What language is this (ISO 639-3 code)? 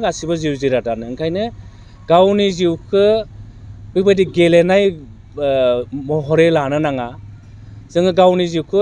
brx